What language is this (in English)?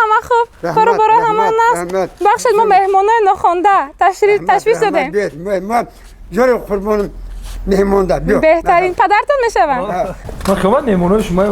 Tajik